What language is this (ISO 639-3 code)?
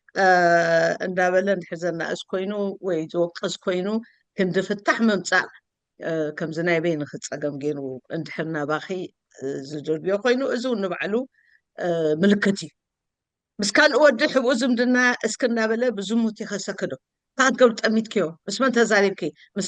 tir